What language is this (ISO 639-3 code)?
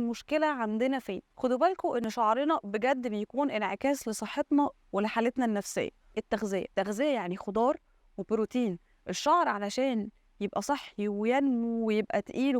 arz